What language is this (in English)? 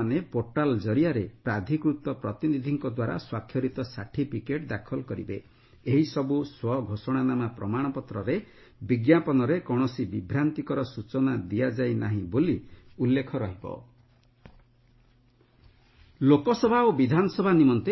Odia